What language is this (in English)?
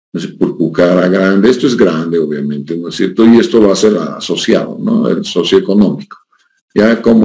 Spanish